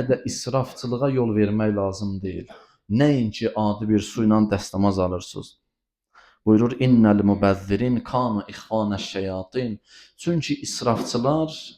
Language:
Azerbaijani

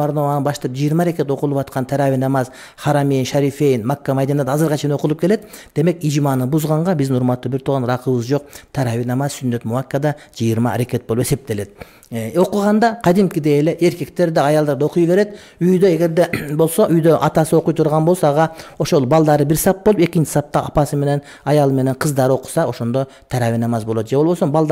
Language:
Kyrgyz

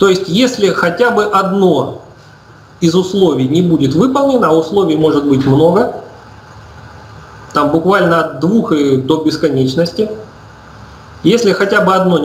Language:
Russian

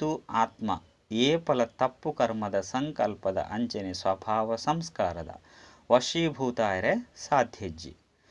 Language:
Tulu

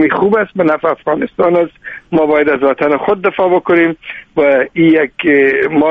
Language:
Persian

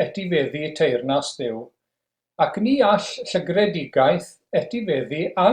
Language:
Welsh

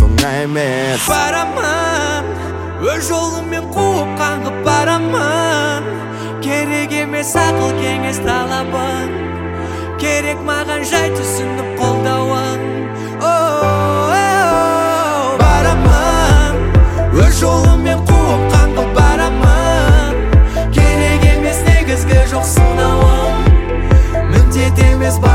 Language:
Kazakh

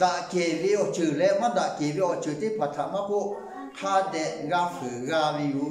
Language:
Lahu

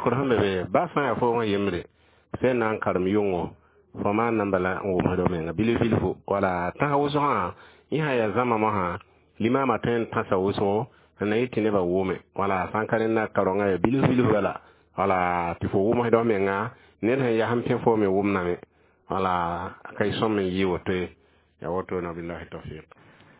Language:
Mossi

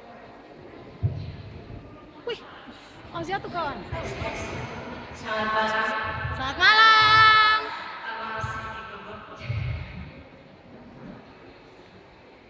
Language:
Indonesian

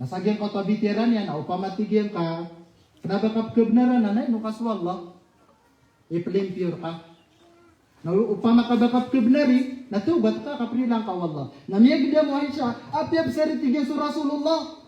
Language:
Maranao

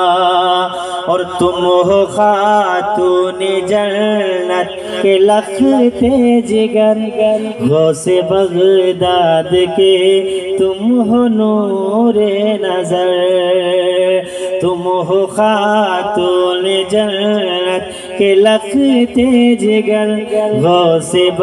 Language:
Urdu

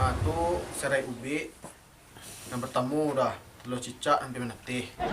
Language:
Minangkabau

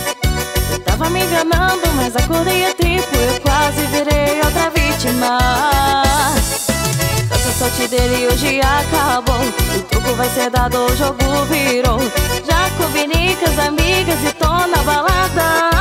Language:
Portuguese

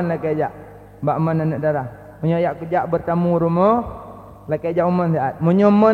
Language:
Achinese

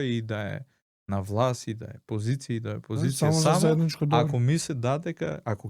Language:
Macedonian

